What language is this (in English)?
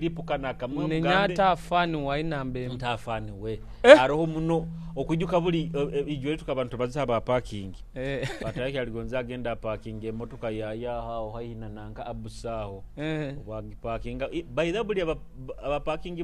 Nyoro